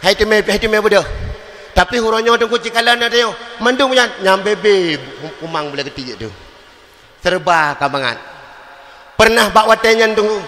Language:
Achinese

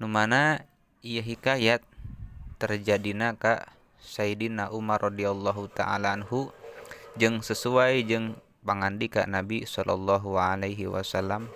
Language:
Sundanese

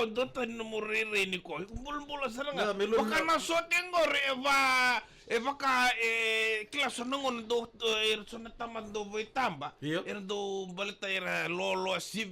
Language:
Fijian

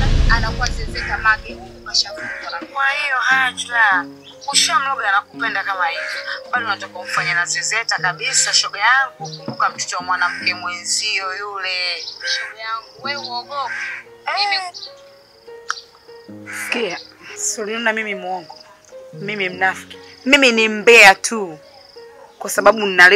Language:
Swahili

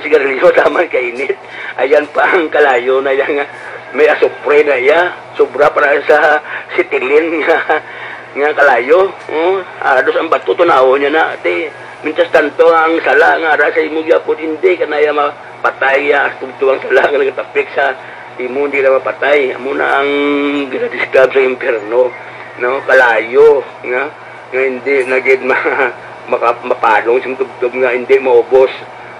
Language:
Hiligaynon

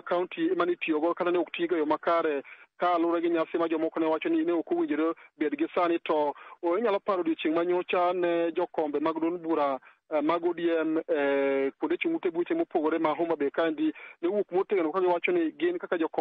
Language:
Luo (Kenya and Tanzania)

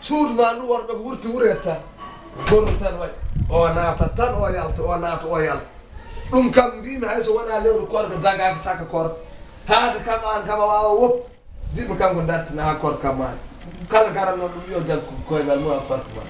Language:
Fula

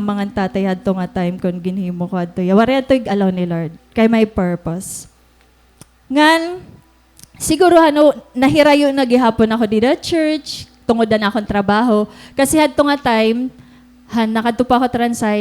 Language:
Waray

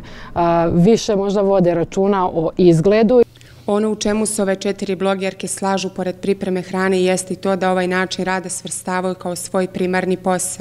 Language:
Serbian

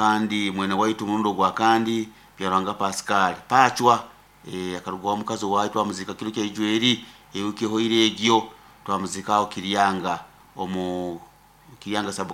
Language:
Nyoro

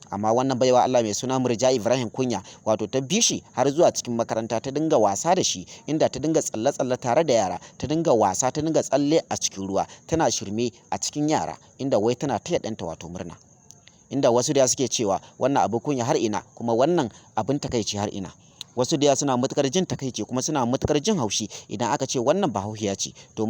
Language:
Hausa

